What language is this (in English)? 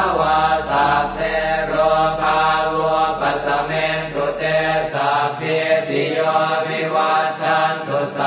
Pali